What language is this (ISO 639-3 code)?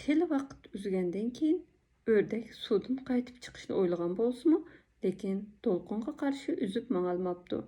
uig